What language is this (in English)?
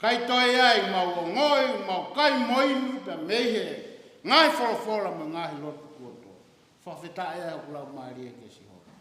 Tongan